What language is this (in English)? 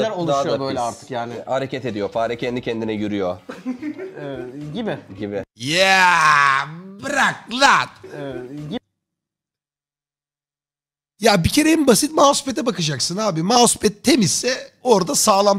Turkish